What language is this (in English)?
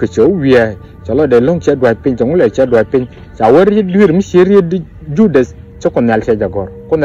Nuer